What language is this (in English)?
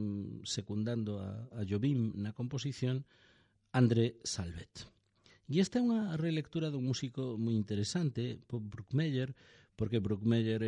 Galician